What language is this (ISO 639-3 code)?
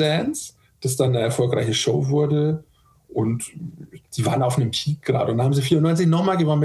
deu